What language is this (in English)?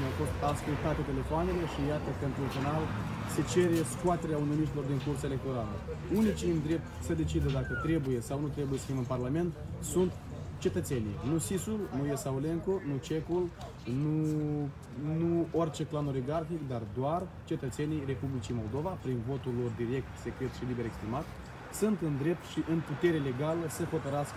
Romanian